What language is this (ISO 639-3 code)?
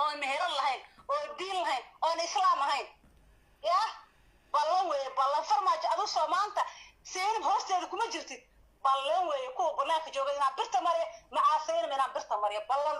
som